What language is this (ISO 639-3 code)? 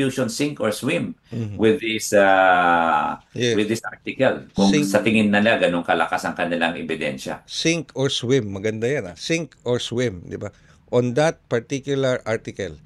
fil